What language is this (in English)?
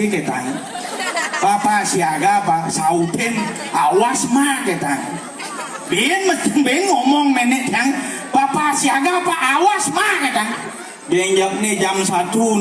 Balinese